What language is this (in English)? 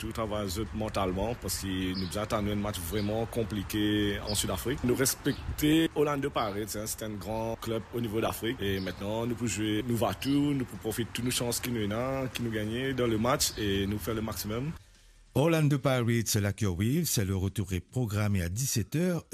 Morisyen